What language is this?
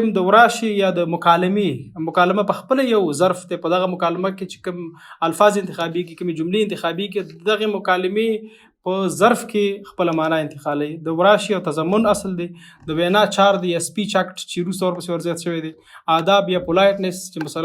Pashto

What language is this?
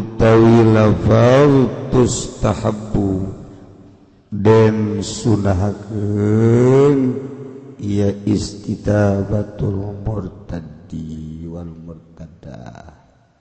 Sundanese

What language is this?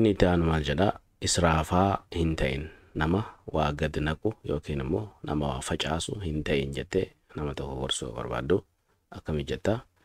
Oromo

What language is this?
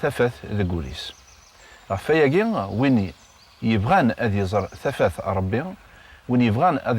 Kabyle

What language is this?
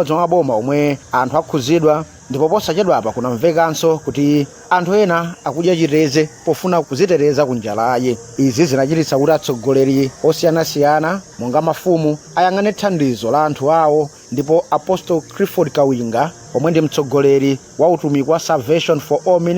Nyanja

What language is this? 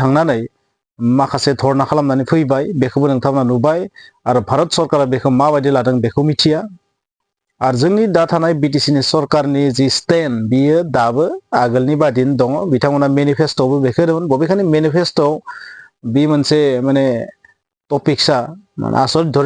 Bodo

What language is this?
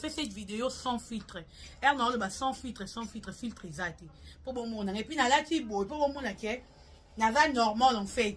Lingala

